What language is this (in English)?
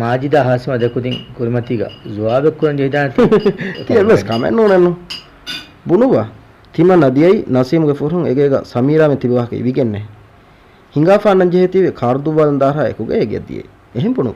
Divehi